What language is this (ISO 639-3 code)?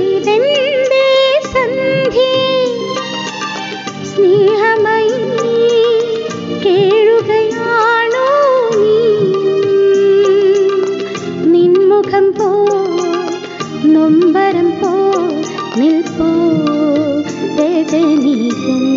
mal